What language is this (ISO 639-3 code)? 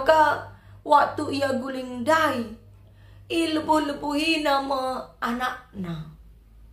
btx